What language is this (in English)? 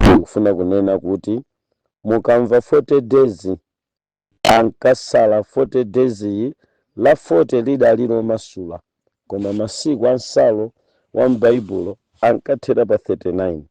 Nyanja